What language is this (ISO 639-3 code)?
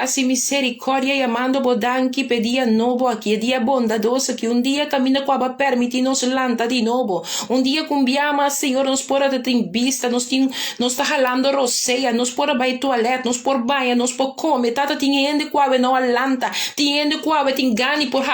pap